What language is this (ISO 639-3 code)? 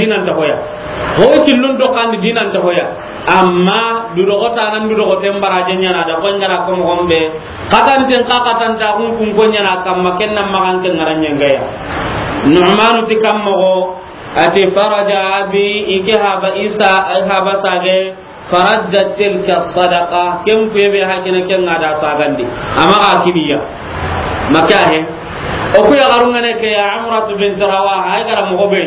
snk